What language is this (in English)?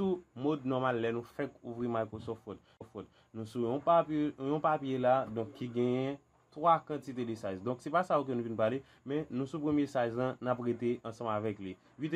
Haitian Creole